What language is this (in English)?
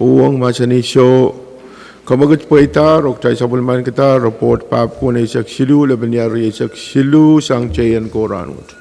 Pohnpeian